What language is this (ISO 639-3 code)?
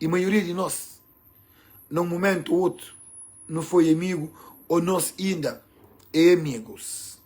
kea